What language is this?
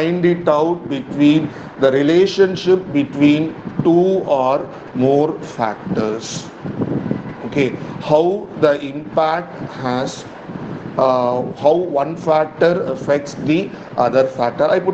English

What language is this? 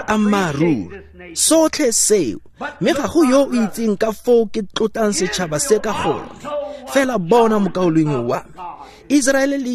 Tswana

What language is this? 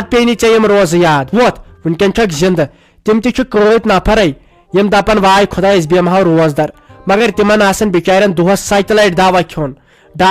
Kashmiri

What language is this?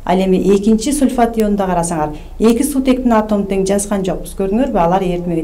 Kyrgyz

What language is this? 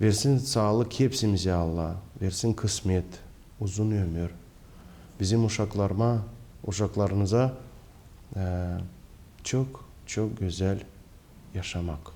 Gagauz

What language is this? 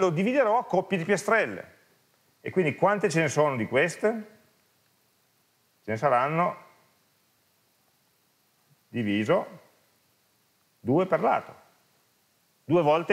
Italian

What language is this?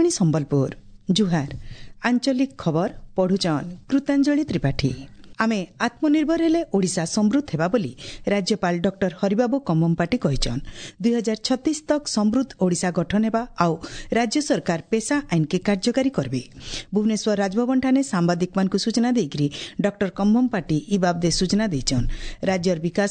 Odia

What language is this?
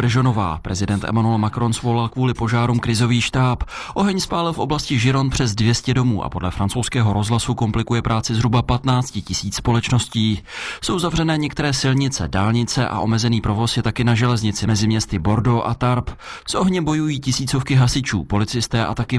Czech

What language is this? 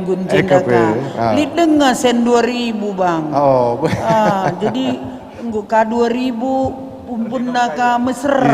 Batak Karo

